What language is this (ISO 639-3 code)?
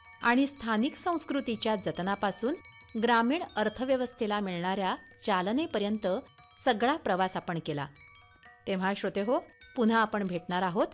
mar